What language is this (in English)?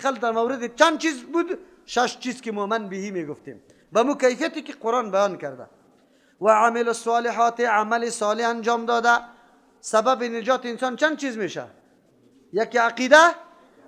Persian